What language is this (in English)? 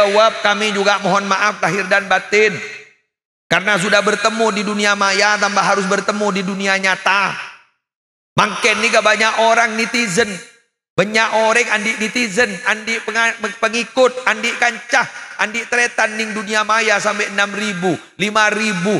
Madurese